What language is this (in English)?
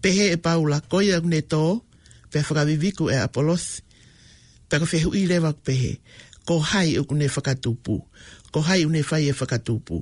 Tongan